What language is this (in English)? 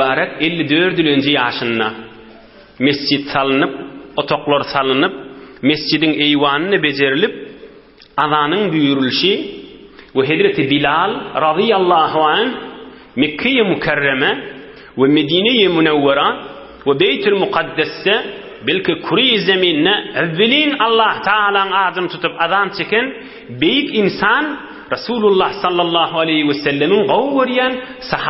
Turkmen